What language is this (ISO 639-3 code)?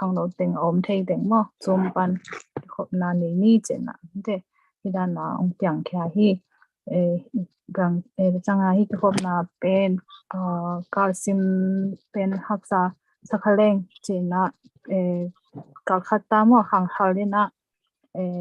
ctd